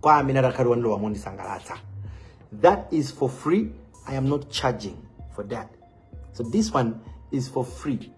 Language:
Nyanja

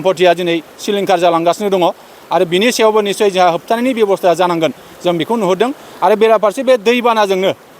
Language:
Bodo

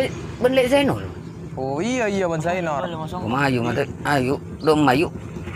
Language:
Madurese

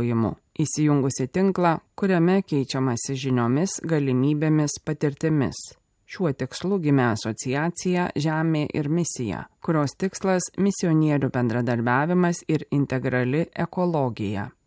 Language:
Lithuanian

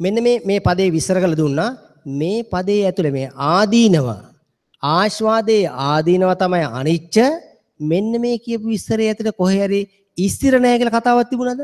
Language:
Sinhala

